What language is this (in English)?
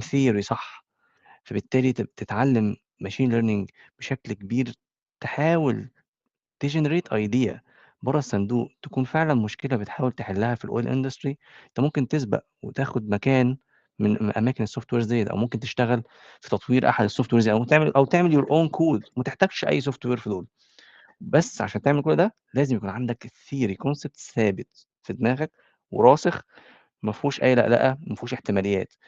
Egyptian Arabic